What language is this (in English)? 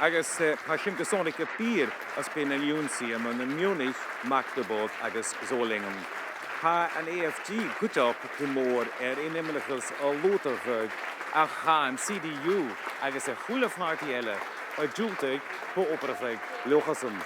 Scottish Gaelic